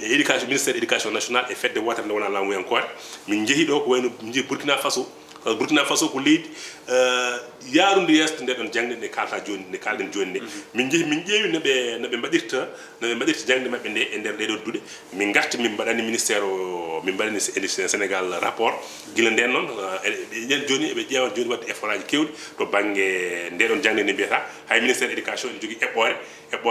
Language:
Fula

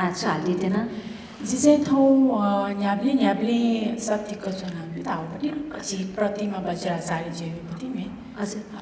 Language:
Newari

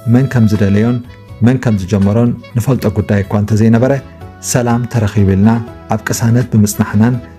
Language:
Tigrinya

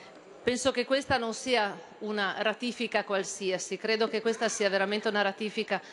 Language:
Italian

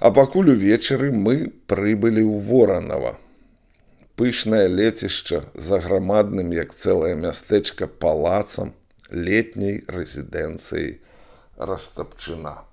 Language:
Belarusian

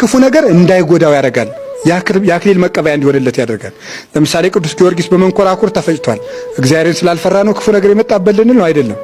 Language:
Amharic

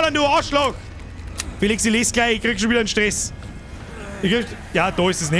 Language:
Bavarian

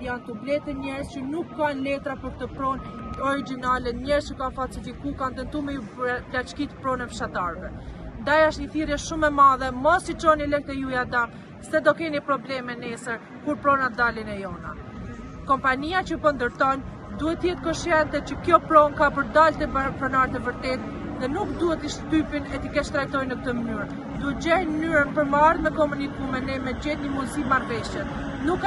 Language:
Albanian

